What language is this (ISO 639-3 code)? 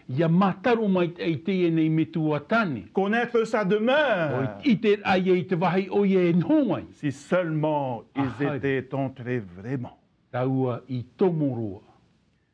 tah